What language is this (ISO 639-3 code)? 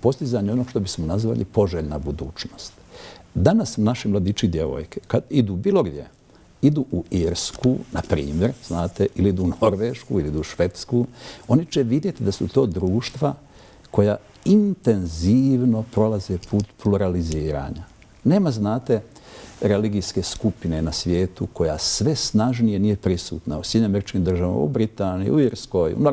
bos